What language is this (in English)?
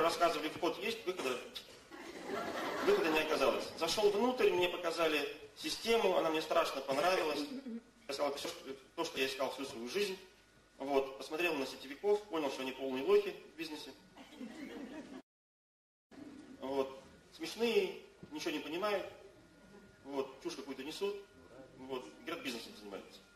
Russian